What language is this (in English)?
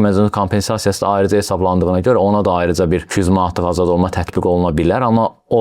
Azerbaijani